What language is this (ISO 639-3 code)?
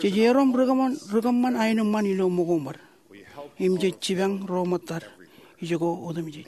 mah